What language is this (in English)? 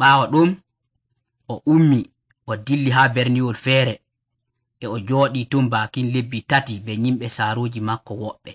Nigerian Fulfulde